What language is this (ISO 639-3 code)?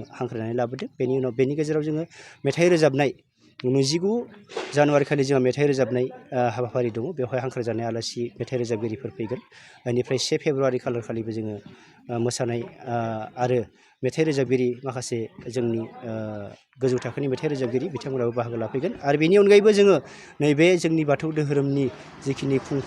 brx